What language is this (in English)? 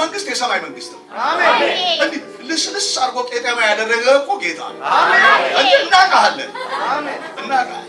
Amharic